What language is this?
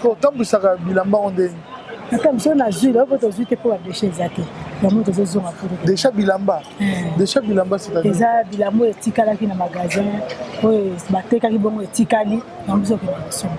Lingala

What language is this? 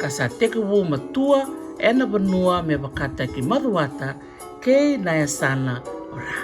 Fijian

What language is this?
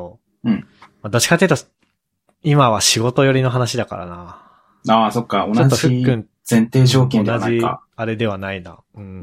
Japanese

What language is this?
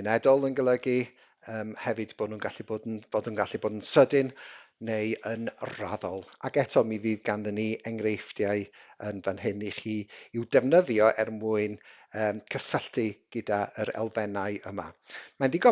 Welsh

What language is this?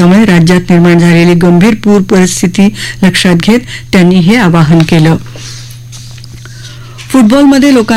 Marathi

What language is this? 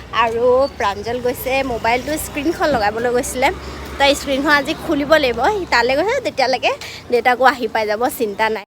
Assamese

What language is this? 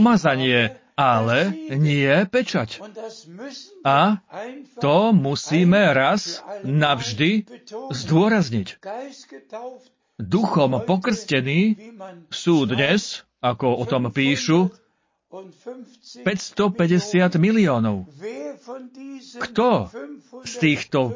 Slovak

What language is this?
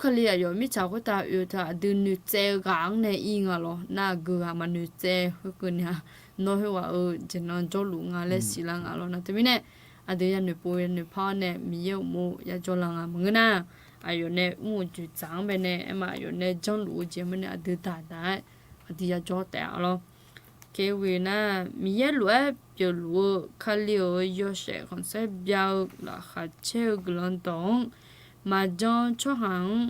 Akha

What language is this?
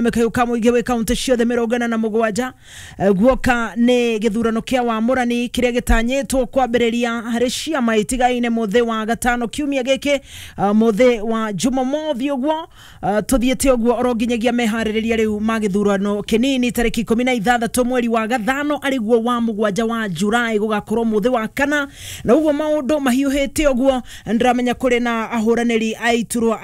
Kikuyu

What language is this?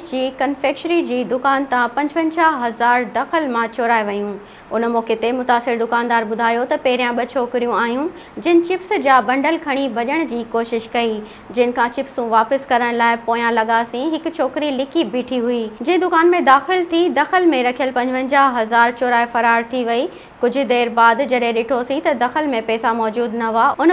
Sindhi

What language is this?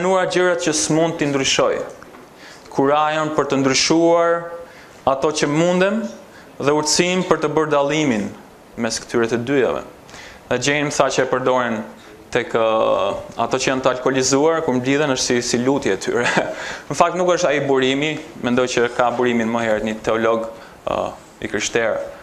Albanian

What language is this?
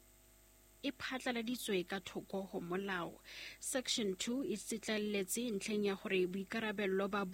Southern Sotho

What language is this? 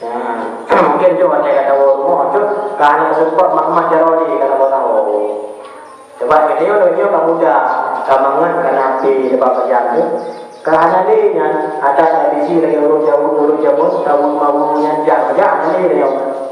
Achinese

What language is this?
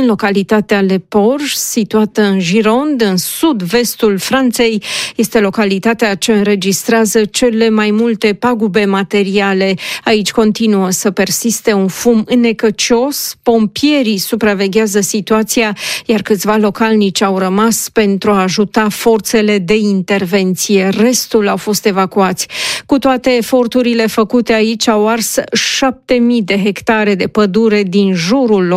Romanian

